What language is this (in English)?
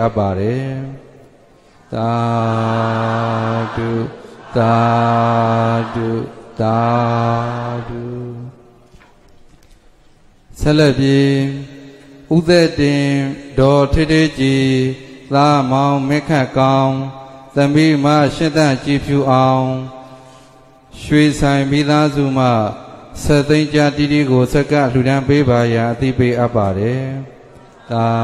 Burmese